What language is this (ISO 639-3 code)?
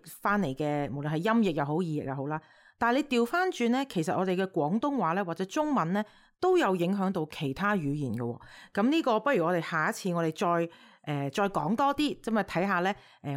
yue